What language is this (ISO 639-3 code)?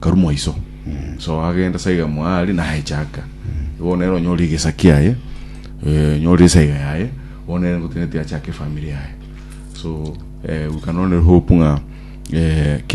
guz